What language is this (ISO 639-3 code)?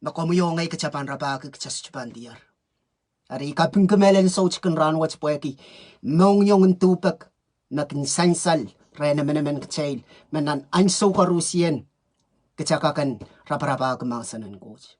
pon